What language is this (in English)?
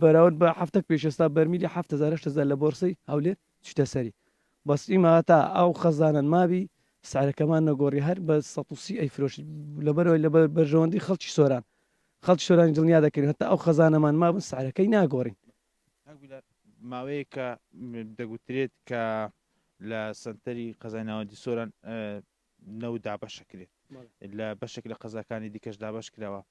Central Kurdish